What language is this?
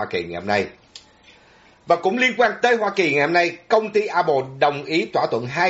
Vietnamese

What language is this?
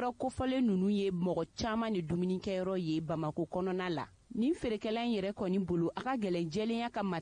Bambara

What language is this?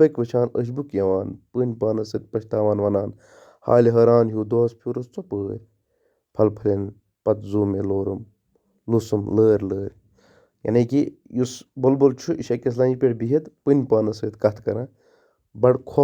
Kashmiri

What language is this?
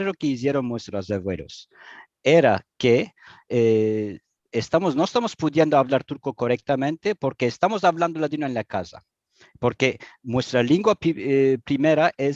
Ladino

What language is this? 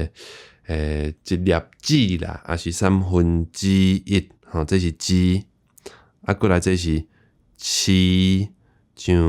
Min Nan Chinese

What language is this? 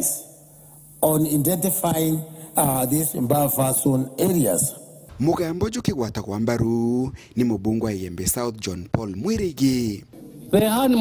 Meru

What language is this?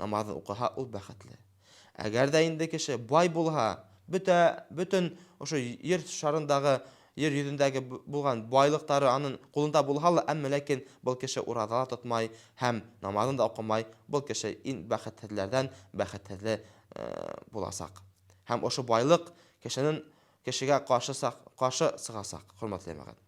Bashkir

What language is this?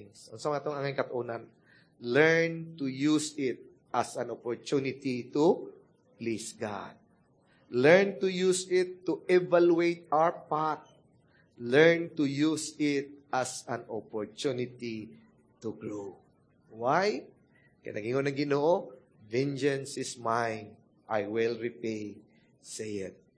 Cebuano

